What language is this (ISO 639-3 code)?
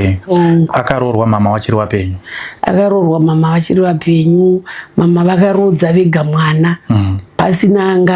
sna